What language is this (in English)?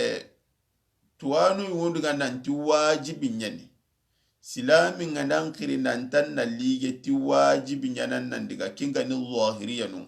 Soninke